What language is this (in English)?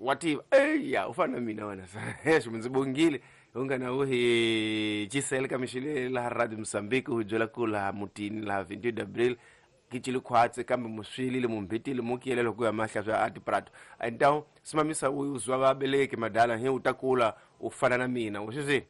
Tsonga